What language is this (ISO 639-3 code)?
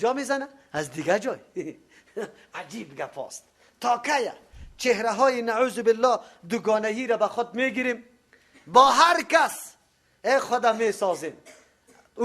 fas